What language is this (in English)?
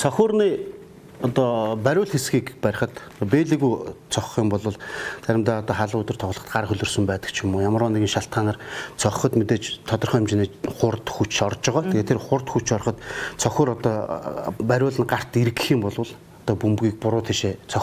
Mongolian